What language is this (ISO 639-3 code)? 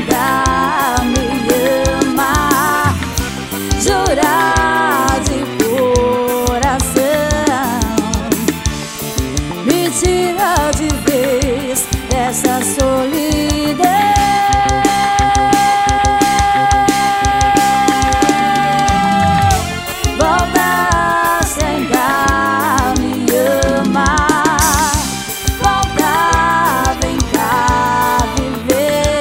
por